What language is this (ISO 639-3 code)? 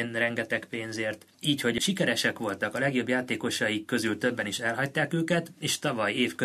hun